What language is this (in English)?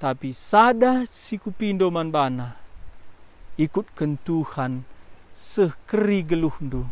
Batak Karo